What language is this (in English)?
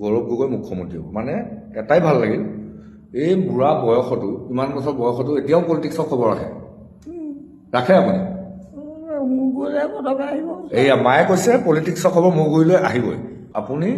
Assamese